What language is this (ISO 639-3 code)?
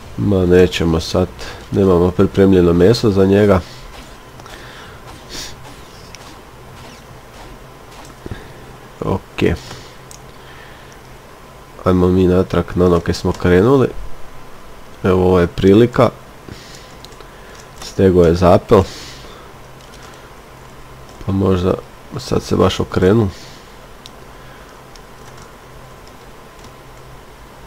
hrv